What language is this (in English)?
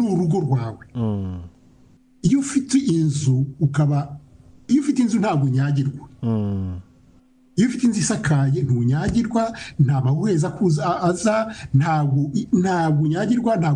Kinyarwanda